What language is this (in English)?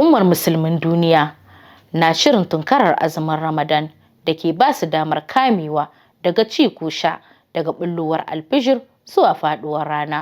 Hausa